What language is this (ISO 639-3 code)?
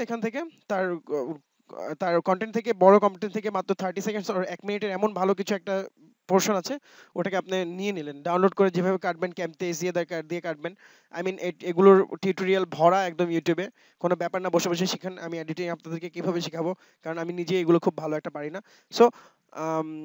ben